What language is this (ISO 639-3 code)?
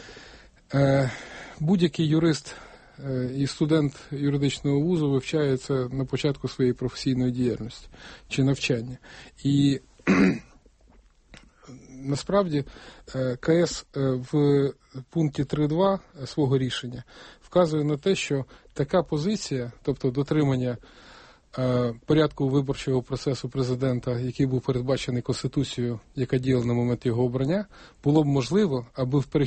ukr